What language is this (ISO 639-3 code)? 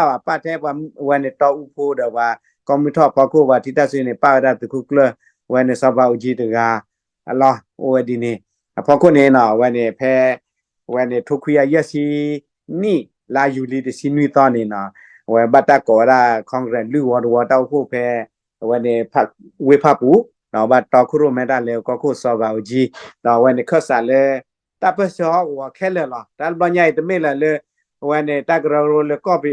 ksw